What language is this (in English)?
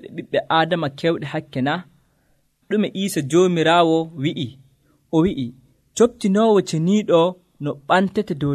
Nigerian Fulfulde